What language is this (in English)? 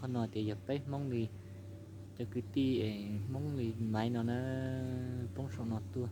Hmong